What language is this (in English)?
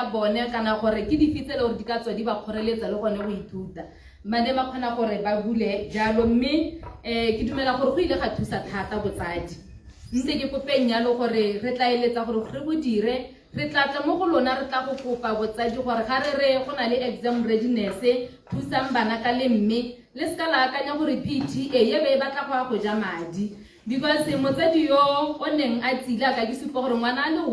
Tswana